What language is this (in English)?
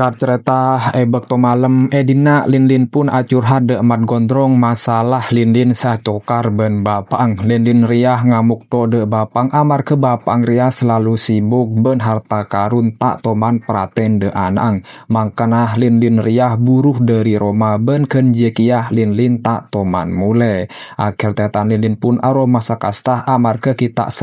Madurese